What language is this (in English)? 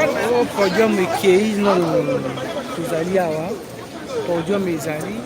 Lingala